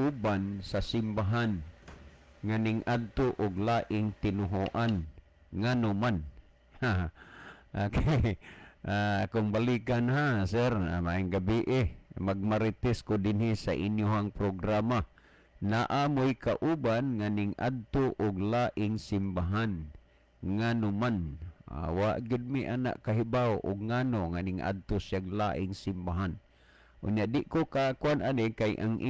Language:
Cebuano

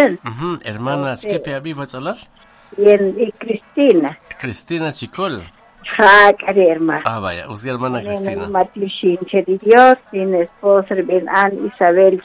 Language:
Kaqchikel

